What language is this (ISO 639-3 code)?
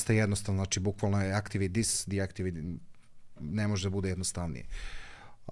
srp